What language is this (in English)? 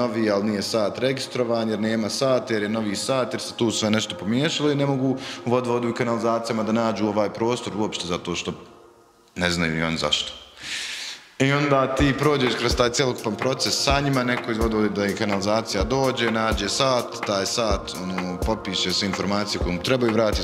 Bosnian